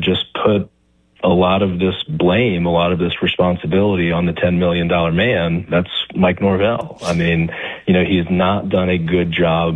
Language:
English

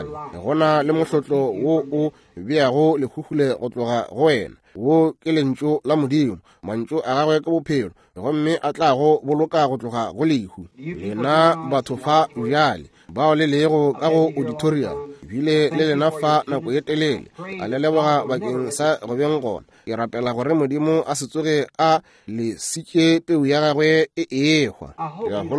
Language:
Northern Sotho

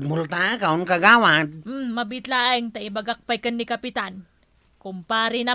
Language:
Iloko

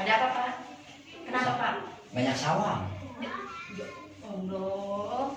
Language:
Betawi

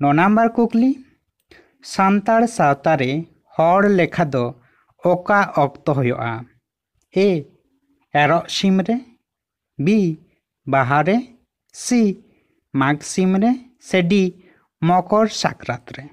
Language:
Santali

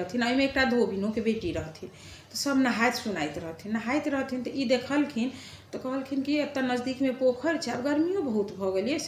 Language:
Maithili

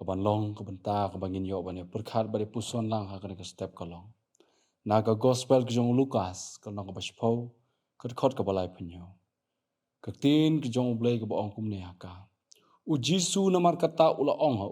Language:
Khasi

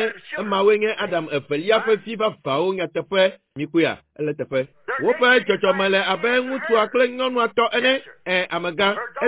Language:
Ewe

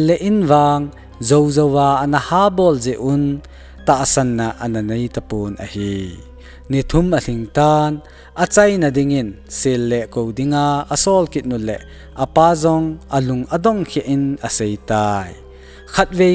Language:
Thado Chin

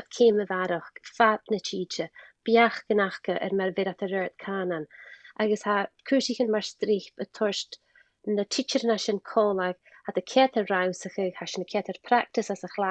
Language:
Scottish Gaelic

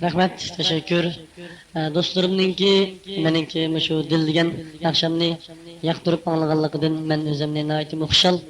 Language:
Uyghur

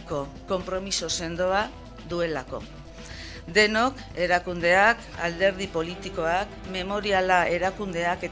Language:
Basque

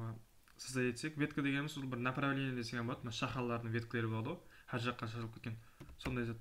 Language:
Kara-Kalpak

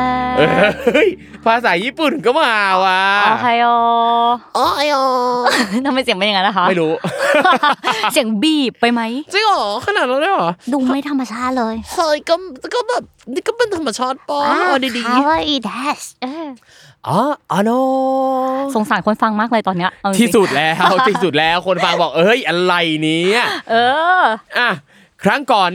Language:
Thai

